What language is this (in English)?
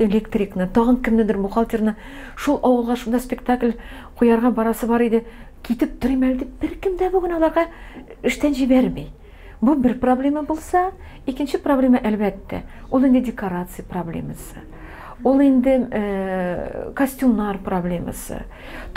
Tatar